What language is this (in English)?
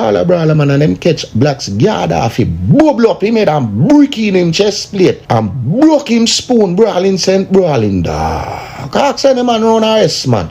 Jamaican Creole English